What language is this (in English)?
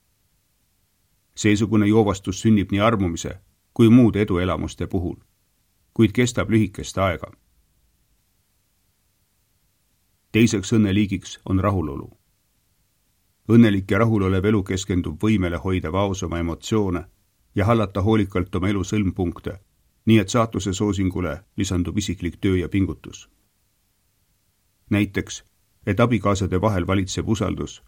Estonian